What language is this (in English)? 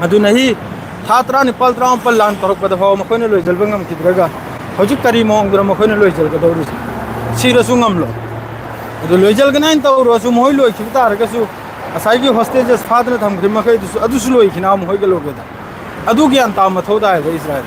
Manipuri